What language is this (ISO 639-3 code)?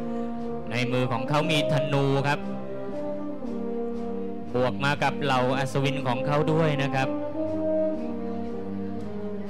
tha